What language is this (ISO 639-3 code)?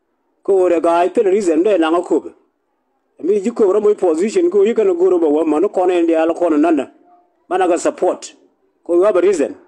nus